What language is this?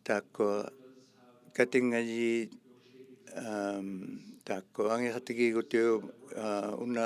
Inuktitut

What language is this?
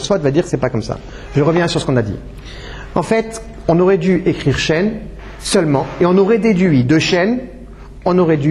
French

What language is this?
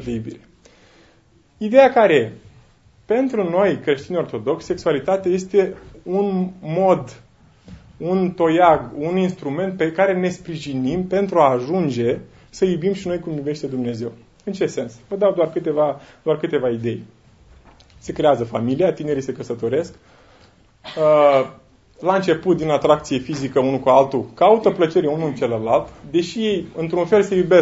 Romanian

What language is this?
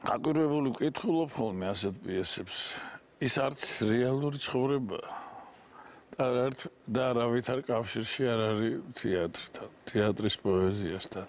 Georgian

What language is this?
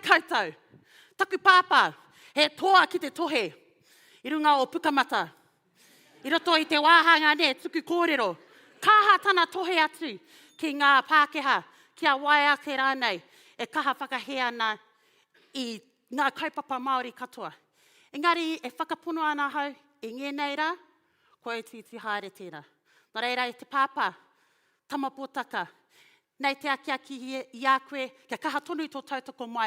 Māori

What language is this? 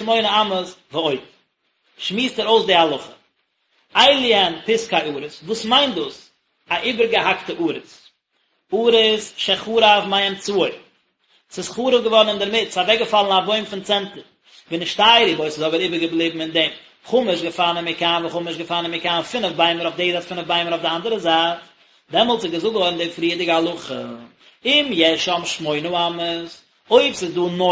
Yiddish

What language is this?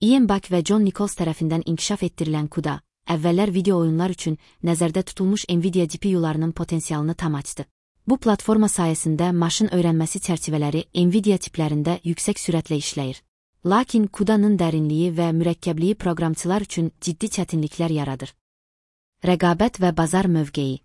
Azerbaijani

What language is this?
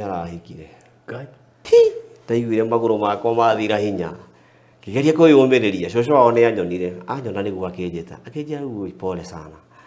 Kikuyu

